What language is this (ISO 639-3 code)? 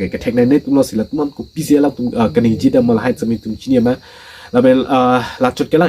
mjw